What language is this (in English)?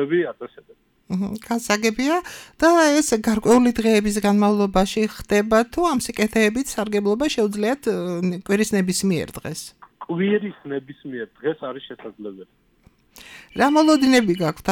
Georgian